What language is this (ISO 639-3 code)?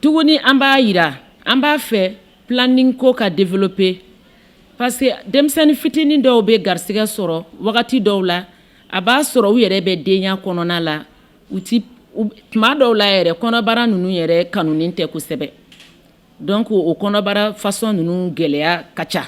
bam